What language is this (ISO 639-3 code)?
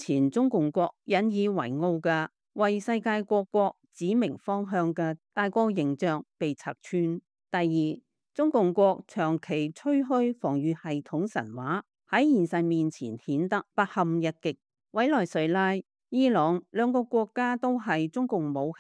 yue